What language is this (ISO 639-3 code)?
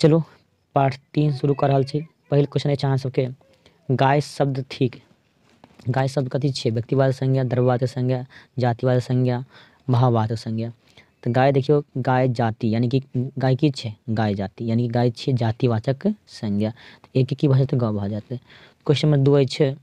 mai